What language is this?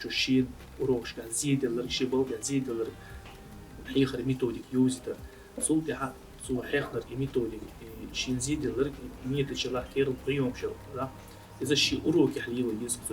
Chechen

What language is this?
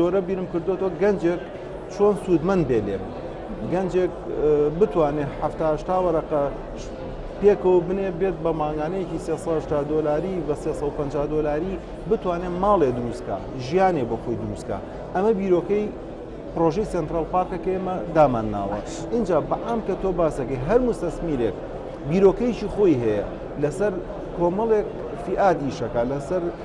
Central Kurdish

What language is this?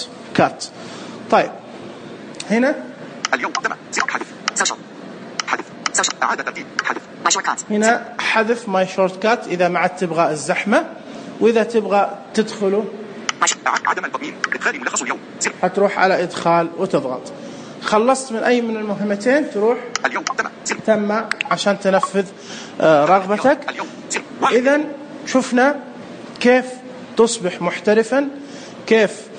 Najdi Arabic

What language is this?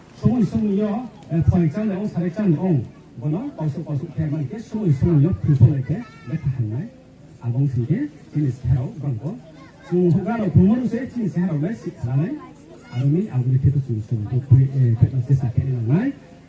Riang (India)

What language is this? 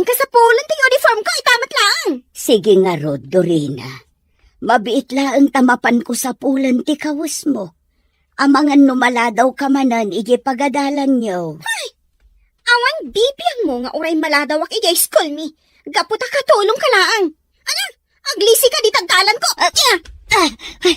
Iloko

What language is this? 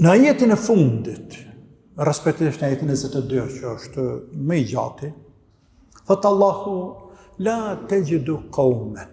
Albanian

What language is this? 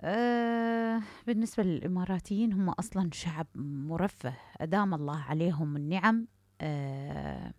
Mesopotamian Arabic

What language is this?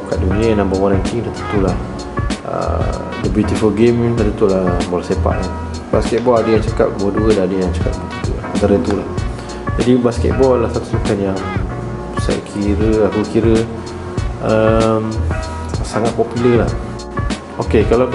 Malay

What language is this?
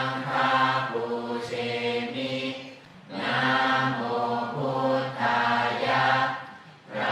Pali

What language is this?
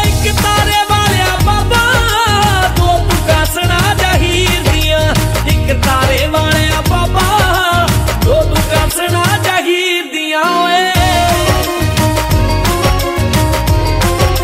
Punjabi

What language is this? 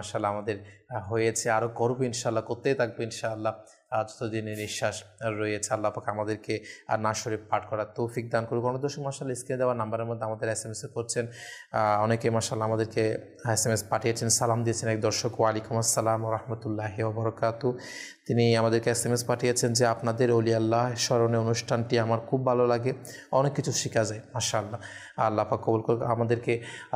Bangla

